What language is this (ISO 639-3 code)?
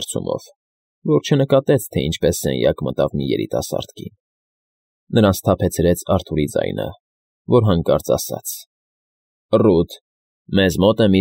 hye